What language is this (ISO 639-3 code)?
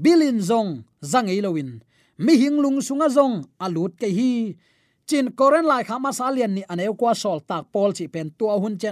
ctd